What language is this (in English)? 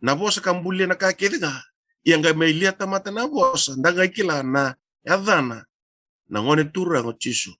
Fijian